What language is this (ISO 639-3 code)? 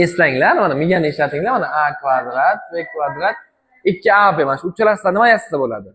uzb